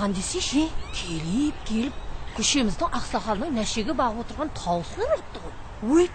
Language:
Kara-Kalpak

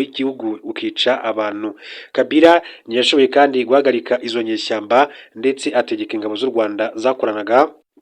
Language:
Kinyarwanda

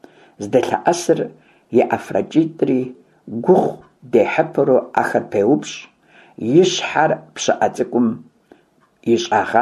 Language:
Kabardian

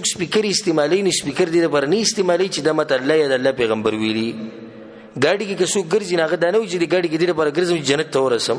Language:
Pashto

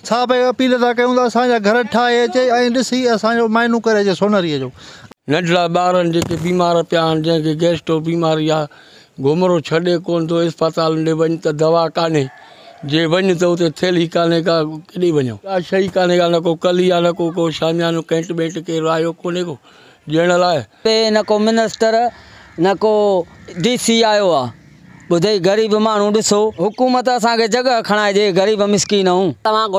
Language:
Sindhi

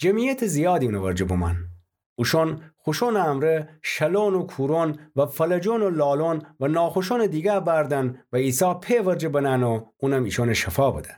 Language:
Gilaki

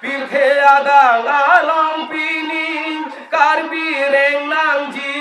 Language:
Karbi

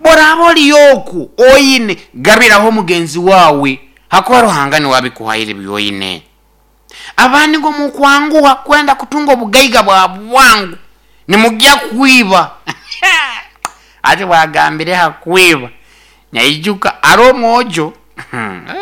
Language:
Nyoro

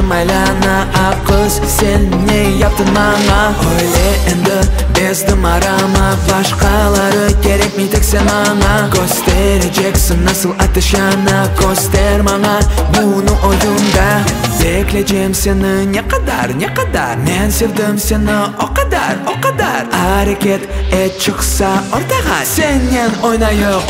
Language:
Crimean Tatar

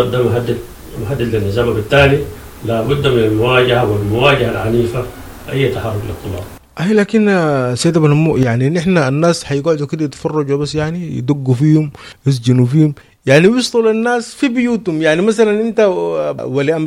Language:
Sudanese Arabic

